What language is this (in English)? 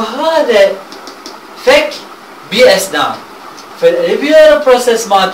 Mesopotamian Arabic